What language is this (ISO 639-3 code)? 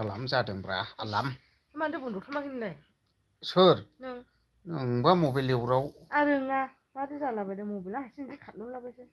brx